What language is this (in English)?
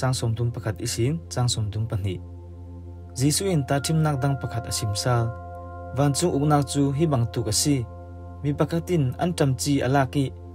Falam Chin